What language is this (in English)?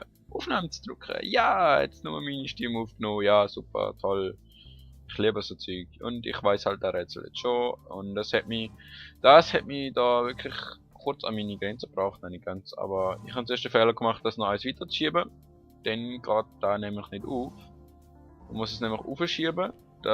Swiss German